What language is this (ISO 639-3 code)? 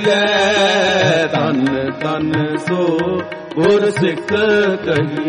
pan